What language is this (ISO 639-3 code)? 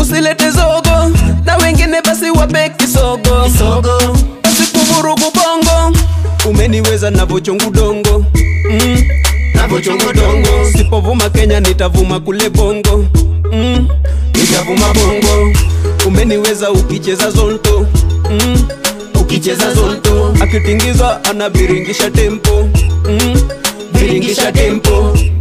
swa